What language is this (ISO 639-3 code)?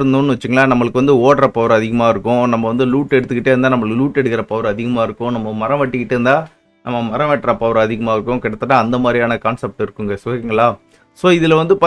tam